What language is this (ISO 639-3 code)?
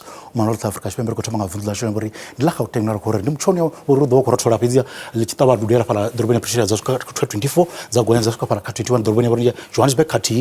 ven